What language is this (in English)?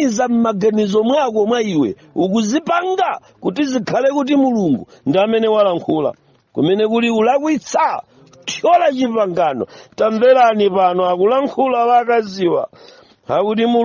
Nyanja